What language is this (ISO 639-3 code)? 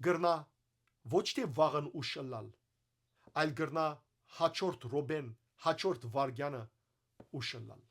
hyw